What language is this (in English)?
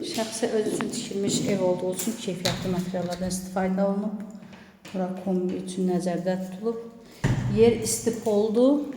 Azerbaijani